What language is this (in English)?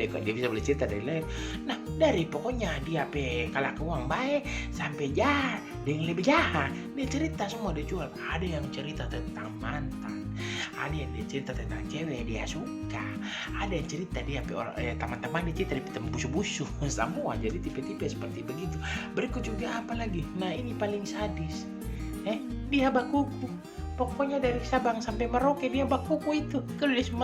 Manado Malay